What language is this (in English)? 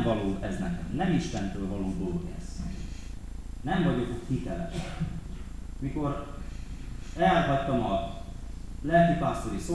Hungarian